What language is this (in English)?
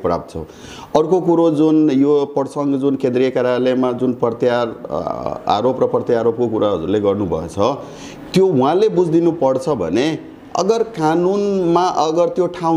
Nepali